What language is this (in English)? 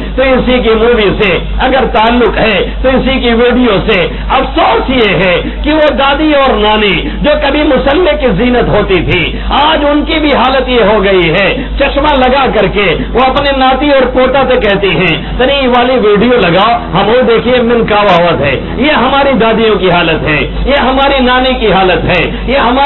Urdu